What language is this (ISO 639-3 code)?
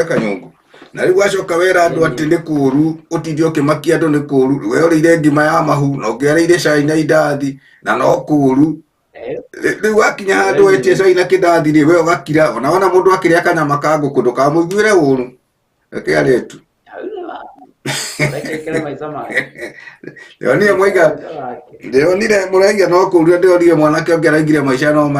kik